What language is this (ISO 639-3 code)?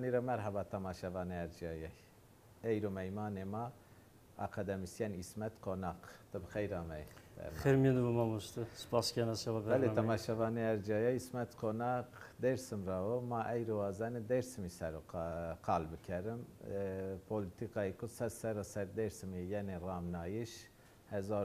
zza